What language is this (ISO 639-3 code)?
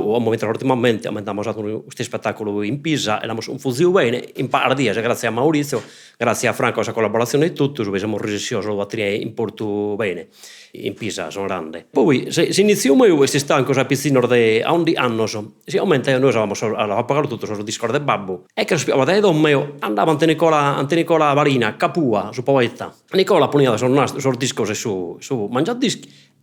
srd